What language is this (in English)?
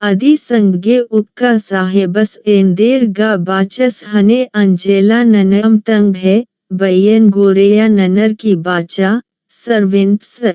Kurukh